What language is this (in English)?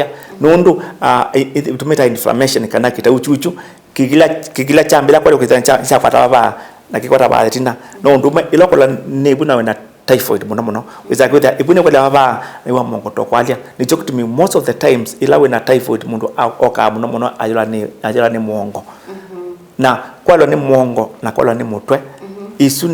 Kamba